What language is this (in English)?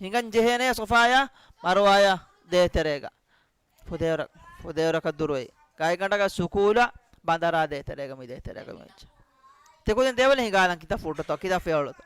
Divehi